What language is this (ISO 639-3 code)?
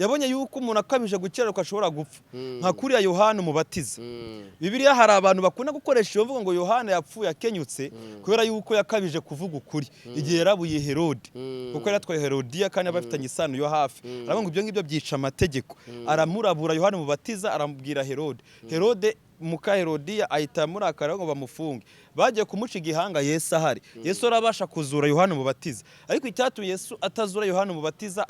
kin